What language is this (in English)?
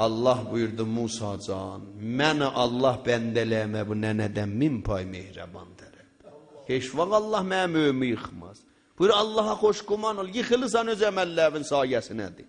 South Azerbaijani